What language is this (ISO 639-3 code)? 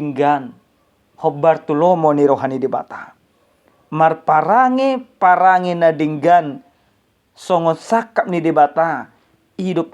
bbc